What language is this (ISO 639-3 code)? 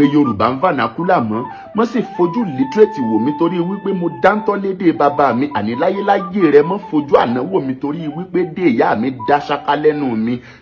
yor